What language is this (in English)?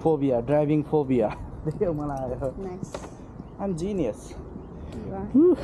Nepali